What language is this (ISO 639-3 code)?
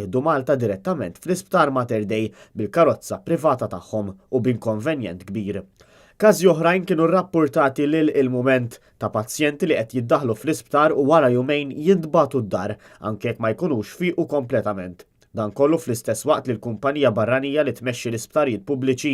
mlt